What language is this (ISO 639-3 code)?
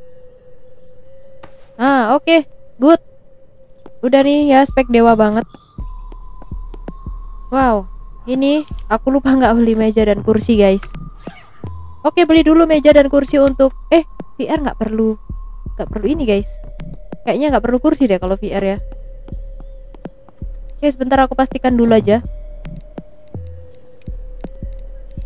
ind